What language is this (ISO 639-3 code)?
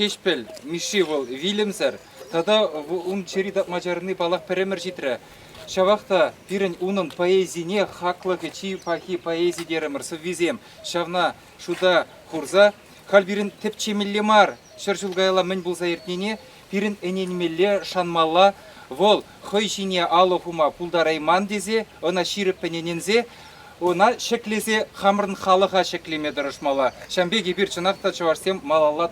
chv